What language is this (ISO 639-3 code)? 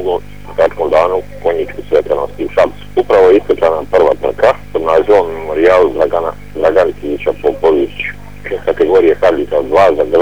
srp